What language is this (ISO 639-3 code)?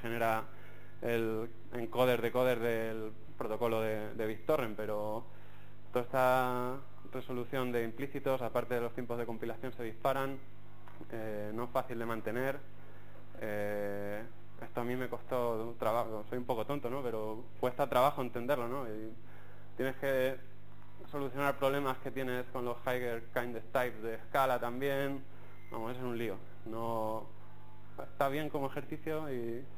spa